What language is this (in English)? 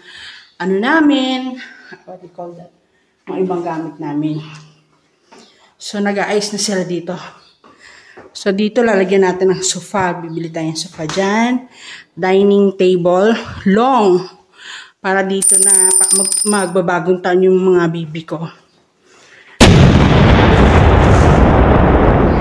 Filipino